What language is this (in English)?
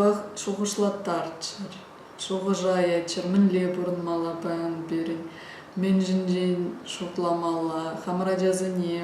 Chuvash